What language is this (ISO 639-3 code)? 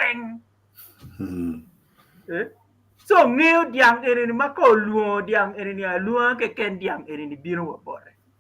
ach